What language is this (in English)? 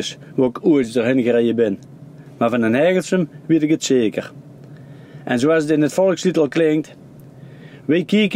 Dutch